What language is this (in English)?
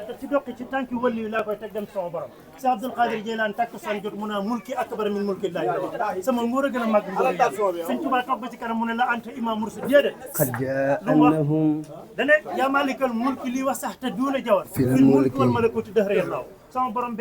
Wolof